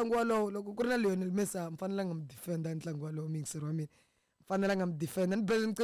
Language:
Tsonga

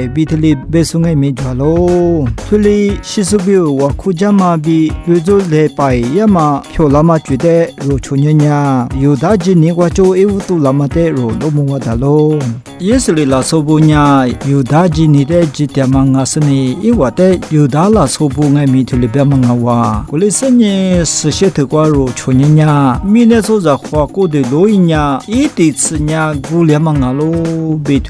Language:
Lisu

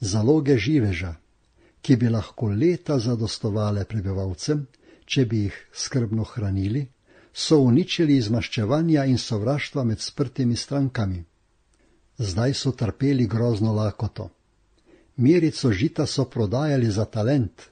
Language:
Slovenian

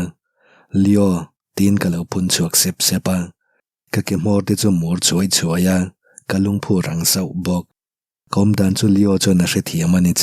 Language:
Mizo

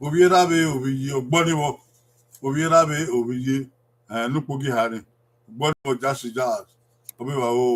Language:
Bini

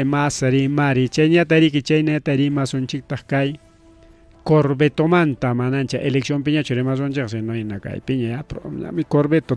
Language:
Ayacucho Quechua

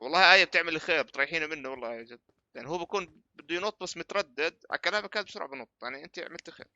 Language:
North Levantine Arabic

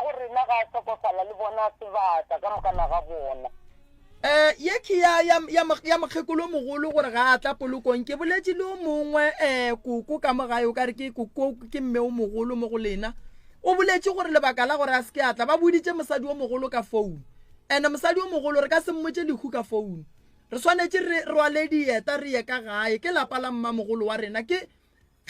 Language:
Northern Sotho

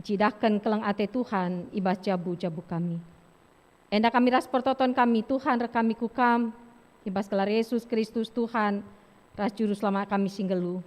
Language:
Batak Karo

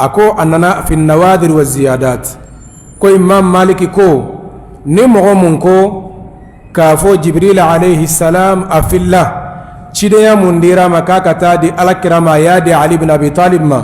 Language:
Bambara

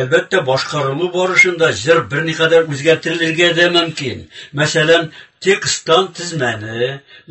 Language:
Tatar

